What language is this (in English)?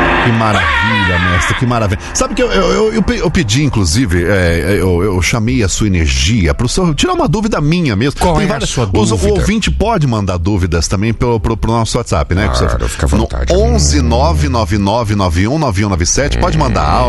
Portuguese